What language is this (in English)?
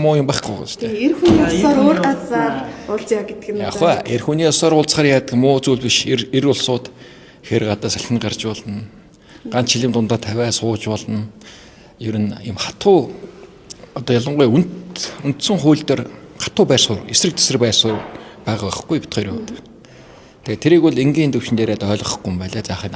Mongolian